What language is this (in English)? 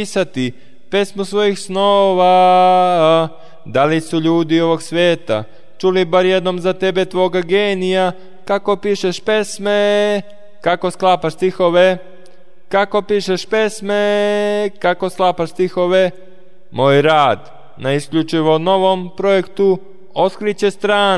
Serbian